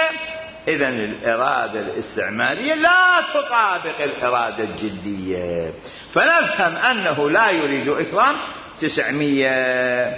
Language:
Mesopotamian Arabic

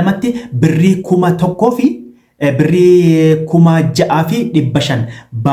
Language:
Oromo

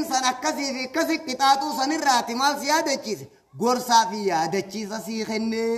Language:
Oromo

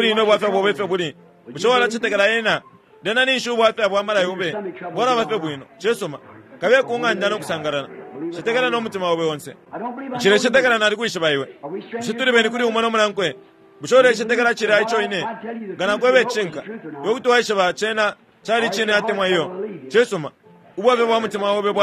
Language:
Bemba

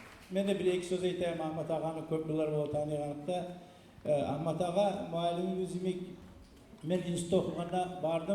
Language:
Kumyk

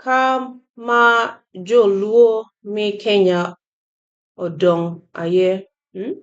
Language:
Acoli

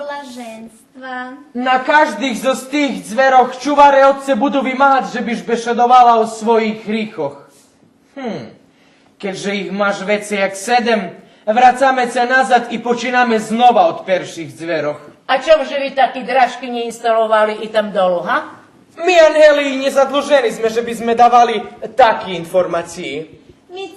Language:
Rusyn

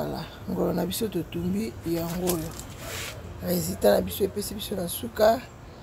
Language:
Lingala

